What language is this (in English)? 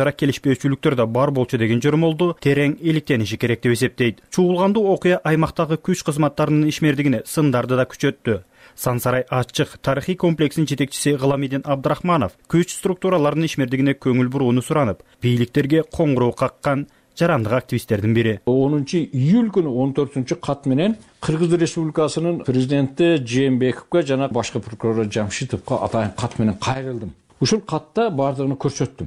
Kyrgyz